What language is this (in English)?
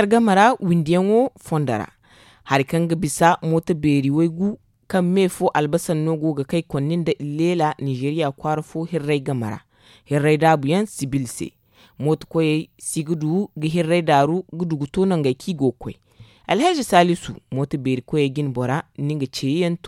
Zarma